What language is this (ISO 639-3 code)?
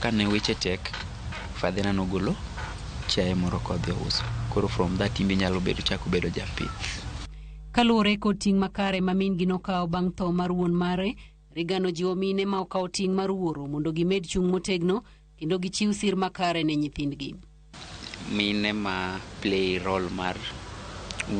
luo